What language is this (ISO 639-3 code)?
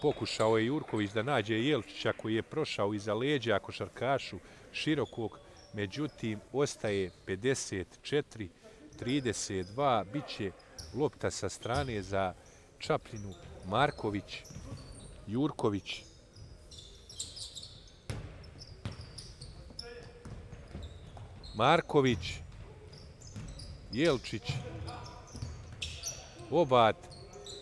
bos